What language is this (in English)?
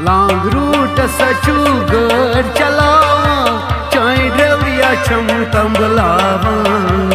Kashmiri